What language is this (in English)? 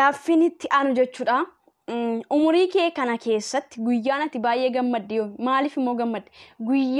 Oromo